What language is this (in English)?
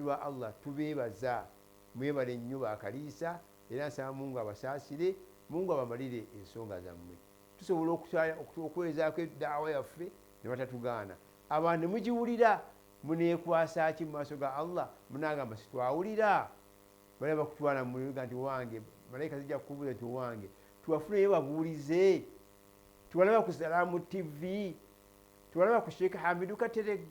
Ganda